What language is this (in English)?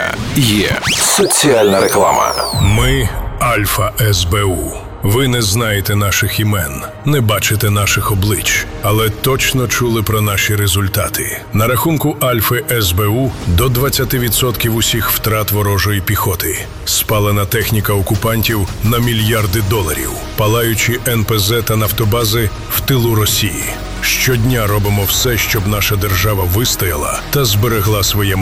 Ukrainian